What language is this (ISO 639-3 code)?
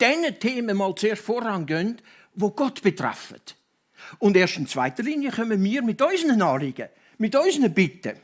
gsw